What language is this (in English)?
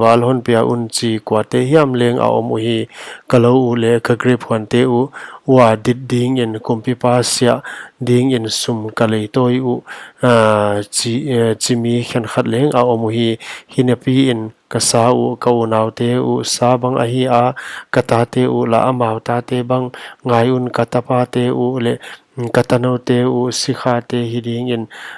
Paite Chin